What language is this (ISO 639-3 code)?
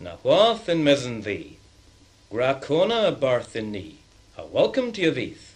cor